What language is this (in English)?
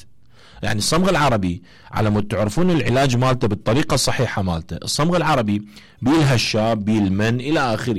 Mesopotamian Arabic